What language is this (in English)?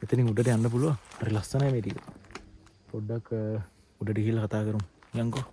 Sinhala